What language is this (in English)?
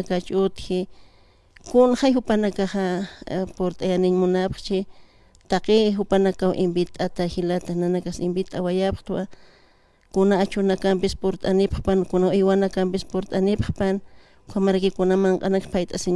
Aymara